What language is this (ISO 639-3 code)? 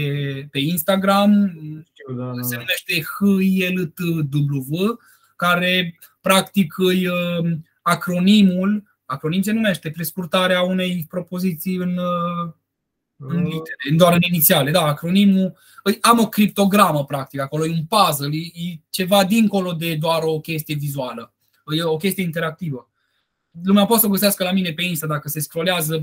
ron